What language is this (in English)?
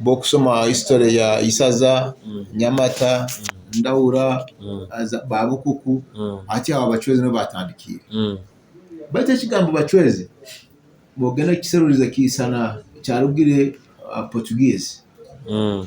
Nyoro